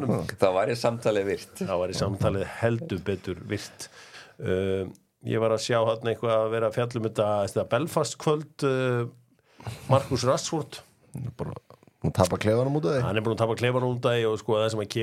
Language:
Icelandic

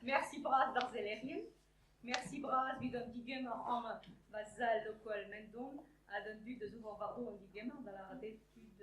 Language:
Breton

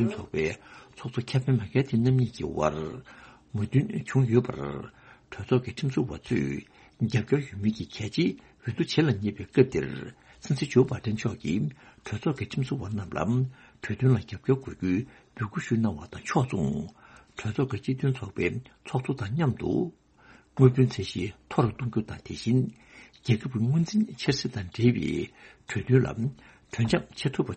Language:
Tibetan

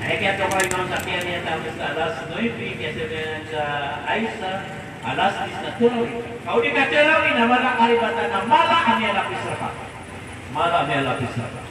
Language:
Maranao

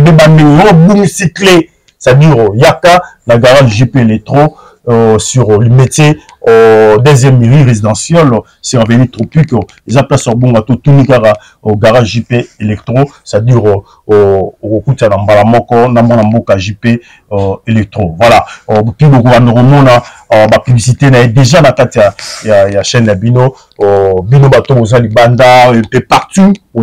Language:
Lingala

